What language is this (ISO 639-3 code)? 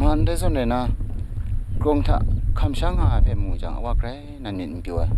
kac